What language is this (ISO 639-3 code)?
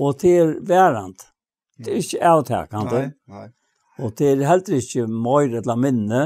fao